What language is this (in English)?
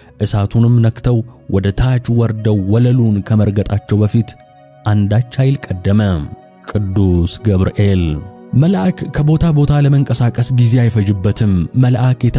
Amharic